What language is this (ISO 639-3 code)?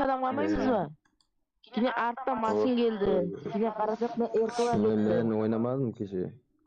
kaa